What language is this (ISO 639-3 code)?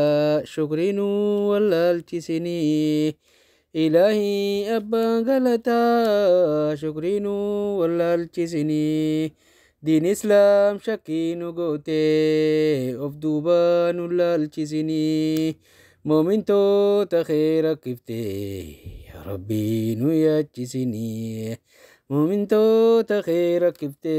orm